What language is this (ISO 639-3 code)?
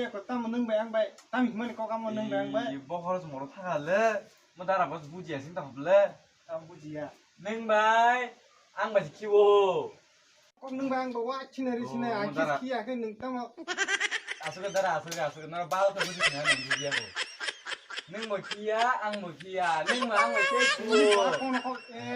trp